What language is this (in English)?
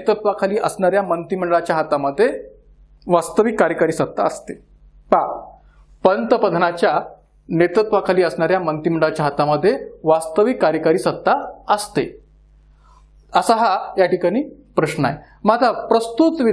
Marathi